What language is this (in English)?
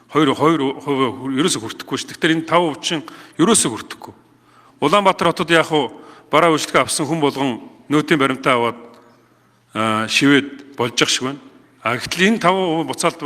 Mongolian